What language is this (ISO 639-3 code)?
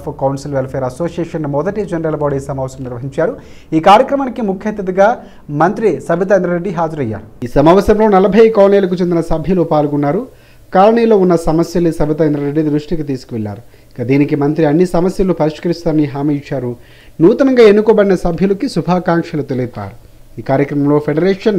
tel